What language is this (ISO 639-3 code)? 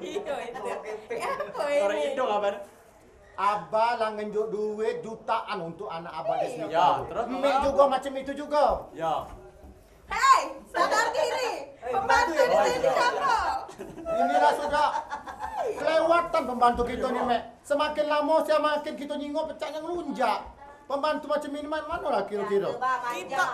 mui